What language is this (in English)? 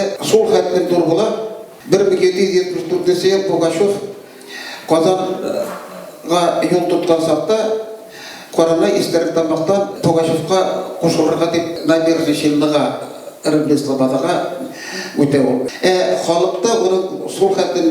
Bashkir